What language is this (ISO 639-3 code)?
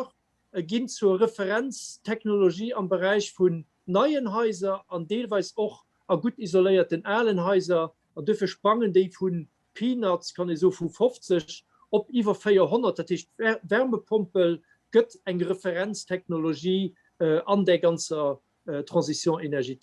ltz